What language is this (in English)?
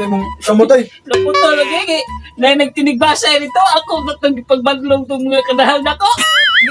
Cebuano